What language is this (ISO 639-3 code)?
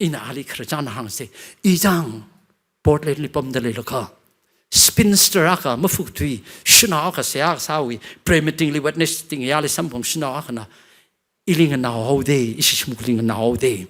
nmf